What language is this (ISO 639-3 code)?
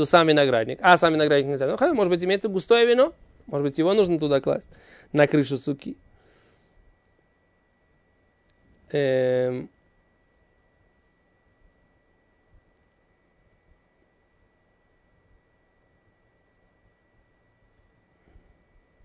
rus